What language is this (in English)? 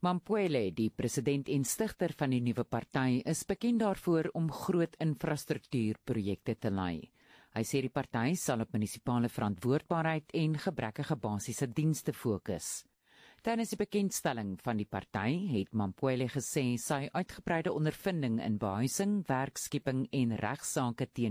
Afrikaans